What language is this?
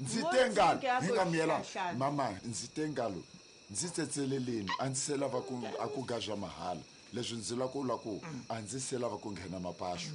Tsonga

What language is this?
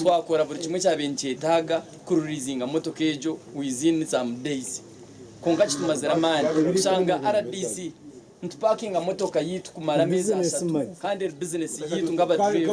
Nyankole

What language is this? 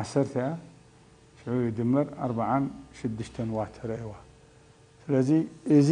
Tigrinya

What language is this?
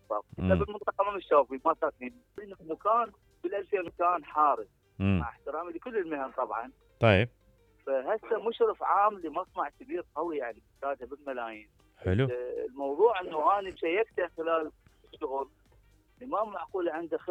Mesopotamian Arabic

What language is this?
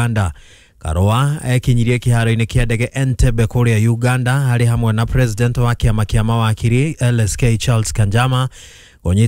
Kikuyu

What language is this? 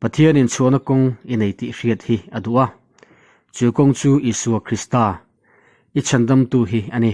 Mizo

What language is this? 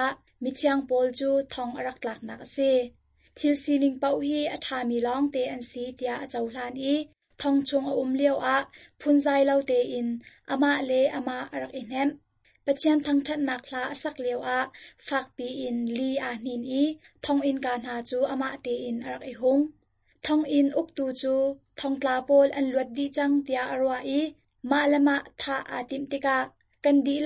Hakha Chin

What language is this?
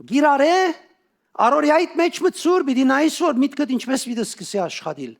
Western Armenian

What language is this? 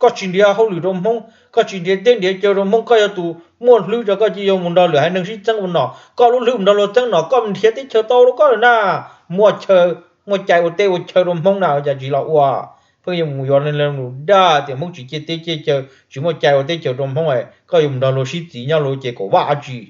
Hmong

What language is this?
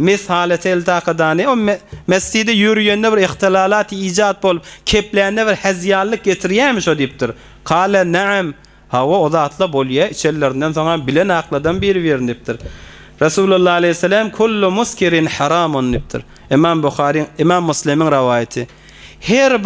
Turkmen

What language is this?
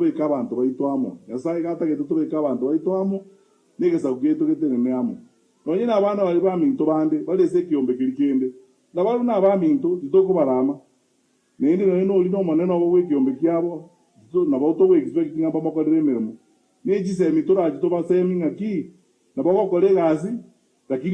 Gusii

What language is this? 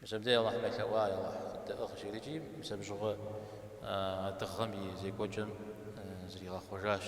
Kabardian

